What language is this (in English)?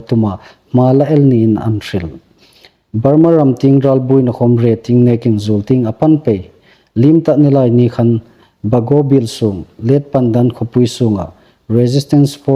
Hmar